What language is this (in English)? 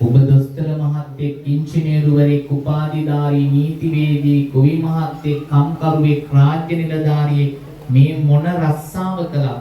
Sinhala